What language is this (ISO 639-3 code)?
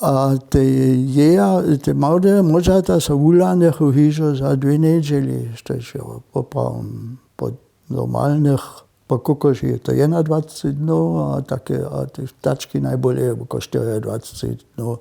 hsb